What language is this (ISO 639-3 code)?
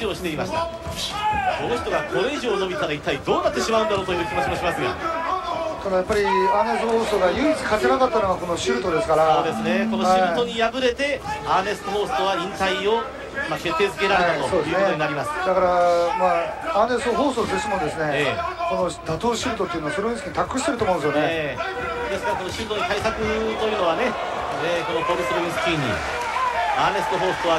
jpn